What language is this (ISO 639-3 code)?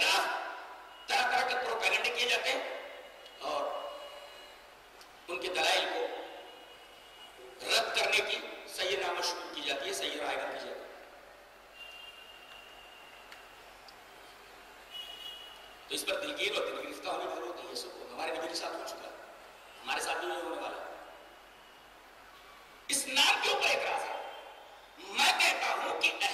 urd